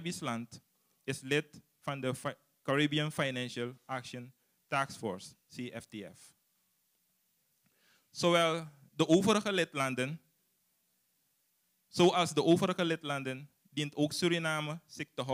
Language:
Dutch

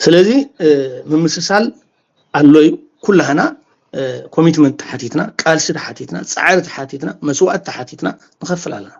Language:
Tigrinya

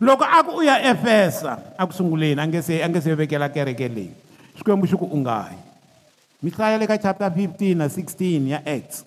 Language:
Tsonga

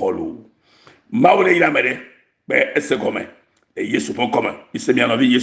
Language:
Ewe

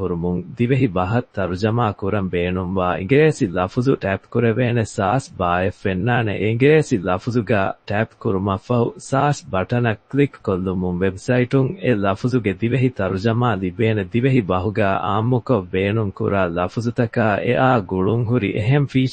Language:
Divehi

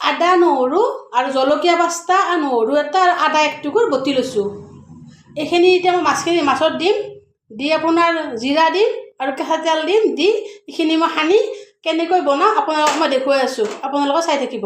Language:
Assamese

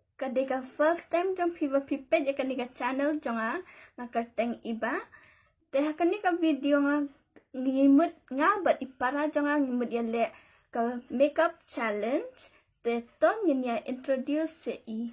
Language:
Khasi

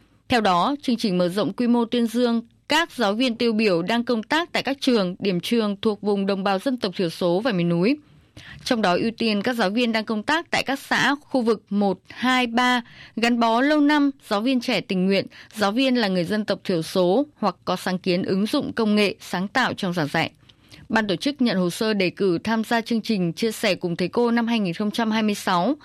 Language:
Vietnamese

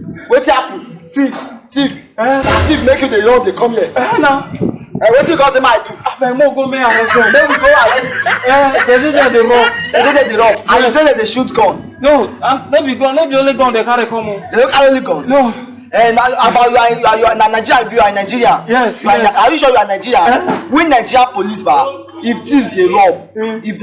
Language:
Nigerian Pidgin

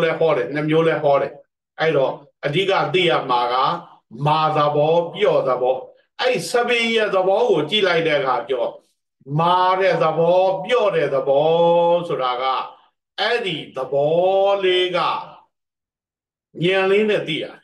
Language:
Burmese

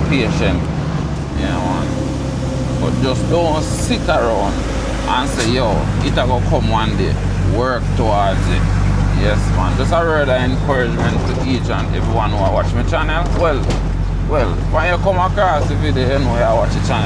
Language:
Jamaican Creole English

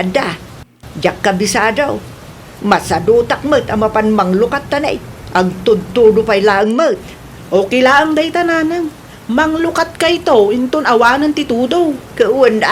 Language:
Iloko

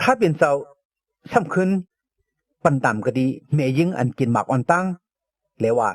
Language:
Shan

